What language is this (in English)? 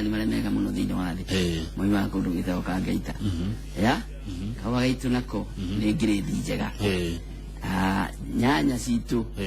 Kikuyu